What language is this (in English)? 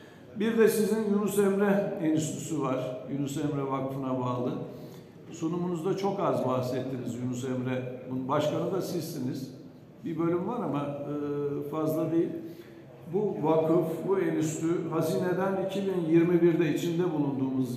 Turkish